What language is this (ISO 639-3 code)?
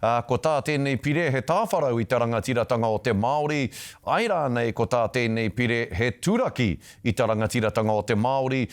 mri